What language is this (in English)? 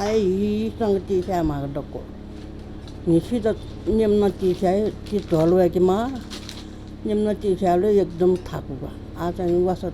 Newari